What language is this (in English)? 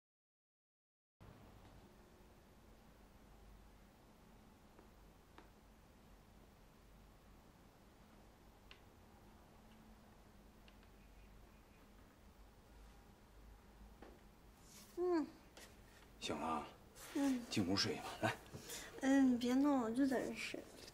Chinese